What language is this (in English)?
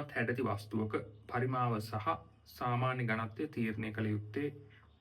Sinhala